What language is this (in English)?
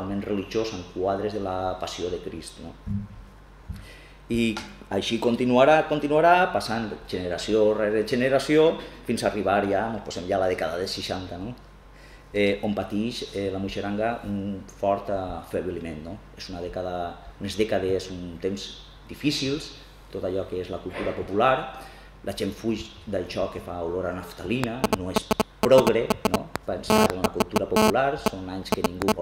Catalan